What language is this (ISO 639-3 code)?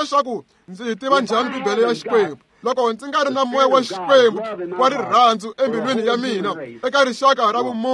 tso